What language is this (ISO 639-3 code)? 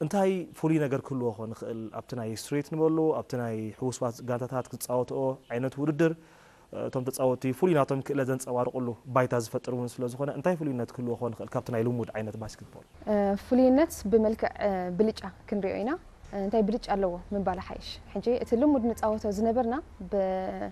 tir